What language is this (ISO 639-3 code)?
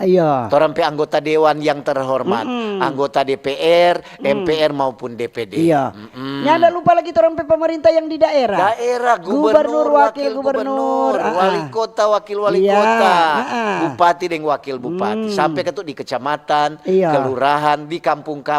xmm